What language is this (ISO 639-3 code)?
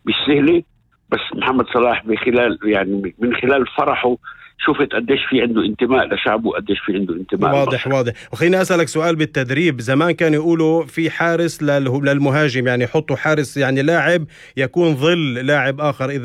apc